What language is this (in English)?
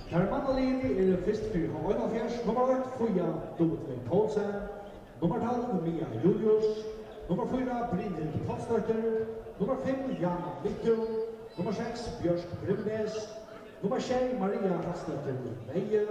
Faroese